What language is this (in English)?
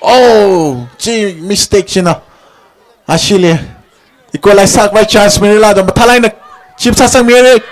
Tangkhul Naga (India)